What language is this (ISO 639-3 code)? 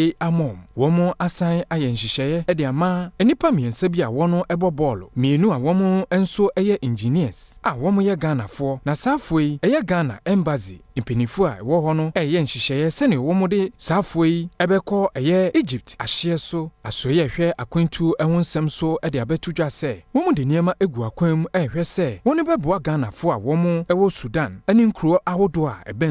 aka